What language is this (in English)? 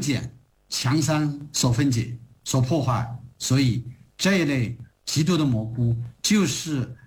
Chinese